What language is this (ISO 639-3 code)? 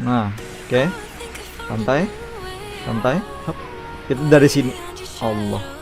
bjn